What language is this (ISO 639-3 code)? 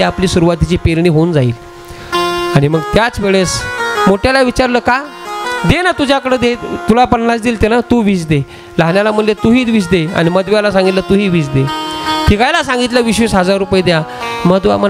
mar